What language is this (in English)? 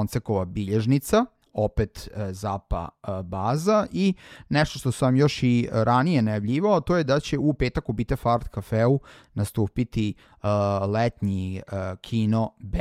Serbian